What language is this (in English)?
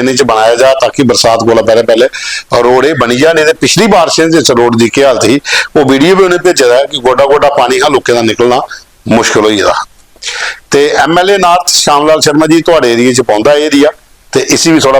Dogri